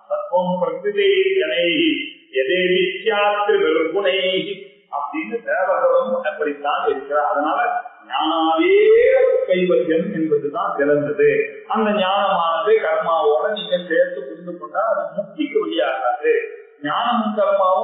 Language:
Tamil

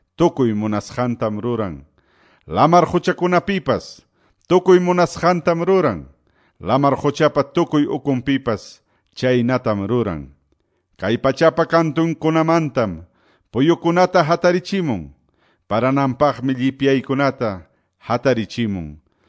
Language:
Quechua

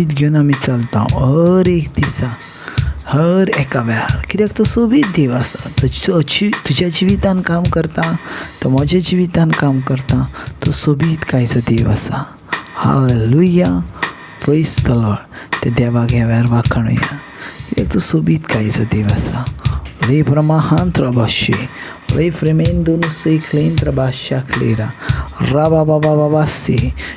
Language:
Konkani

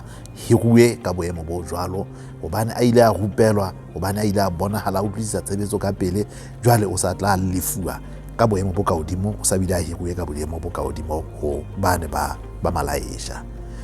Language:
Southern Sotho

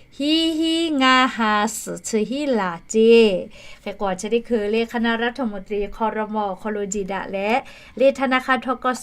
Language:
Lahu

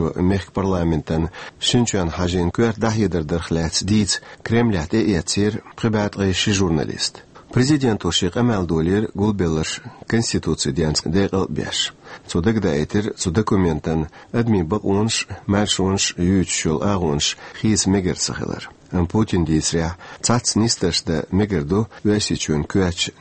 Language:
Chechen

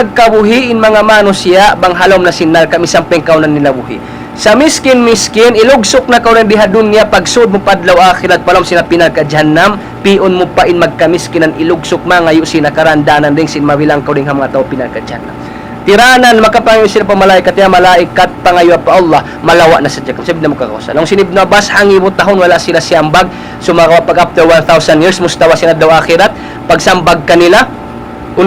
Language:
Tausug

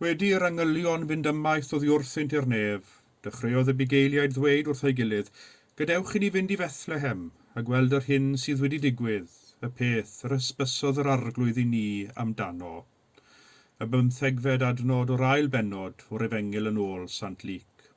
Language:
Welsh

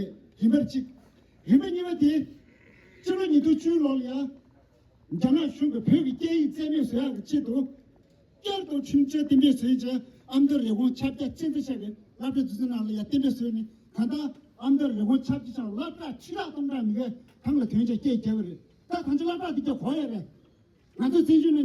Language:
Tibetan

